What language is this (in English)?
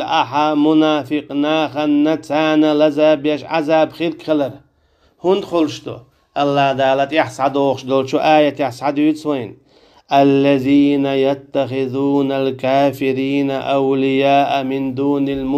Chechen